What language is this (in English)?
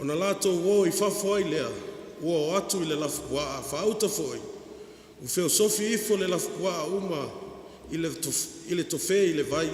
Samoan